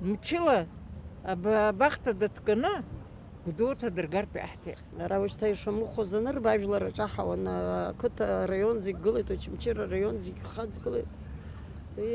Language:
Abkhazian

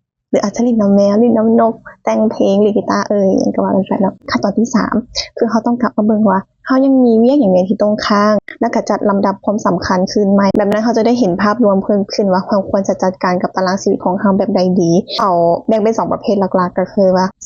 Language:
Lao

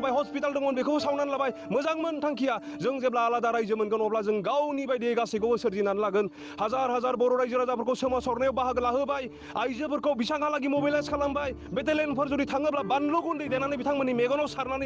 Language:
Bodo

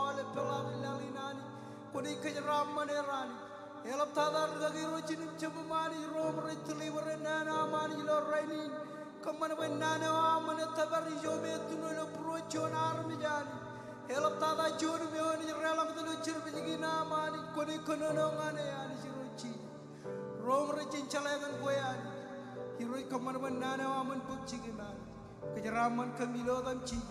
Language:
Marshallese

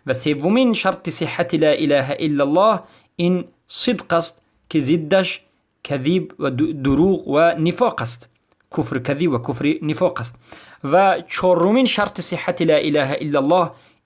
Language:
Persian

